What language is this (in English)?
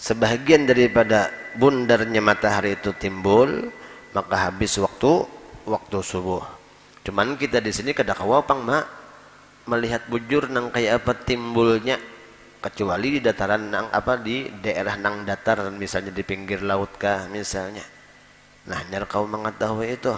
Banjar